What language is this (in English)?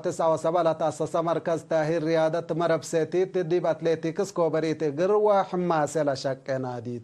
Tigre